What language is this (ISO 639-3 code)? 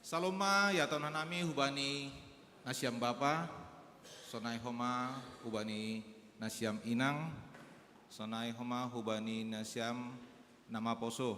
bts